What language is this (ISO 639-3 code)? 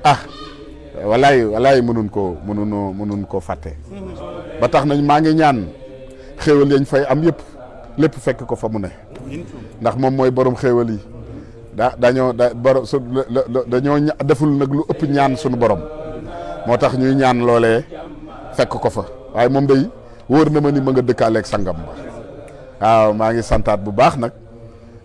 wol